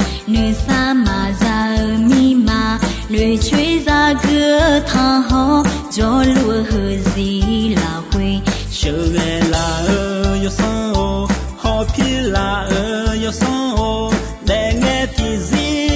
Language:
Akha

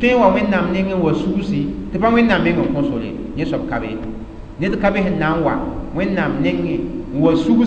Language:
Mossi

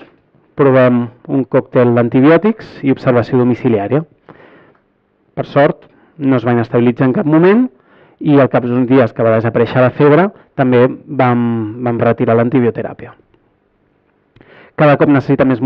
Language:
Catalan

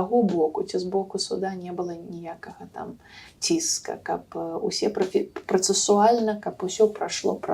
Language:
Belarusian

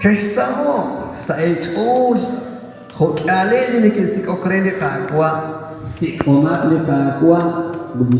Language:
Kekchí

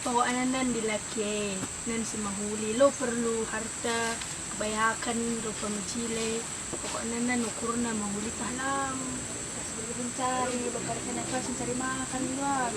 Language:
Batak Karo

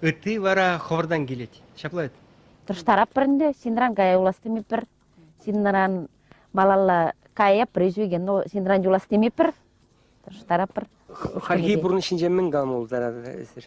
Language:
Chuvash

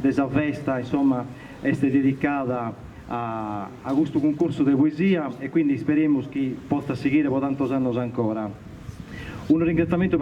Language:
Sardinian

